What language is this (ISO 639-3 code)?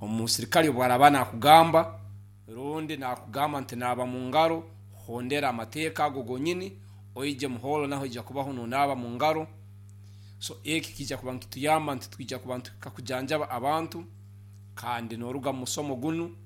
nyn